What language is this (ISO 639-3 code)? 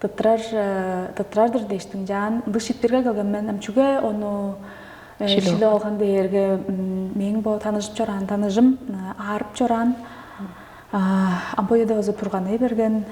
tyv